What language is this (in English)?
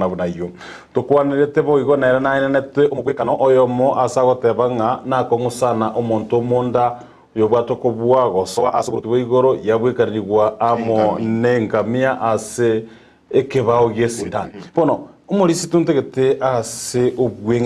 Gusii